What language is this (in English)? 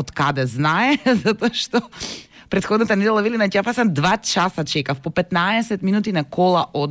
Macedonian